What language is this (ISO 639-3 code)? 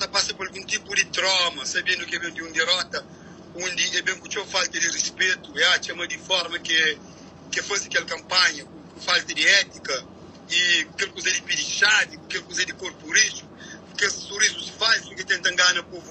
kea